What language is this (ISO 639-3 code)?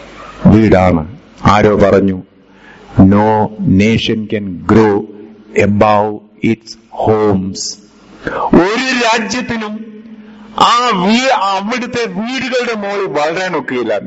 mal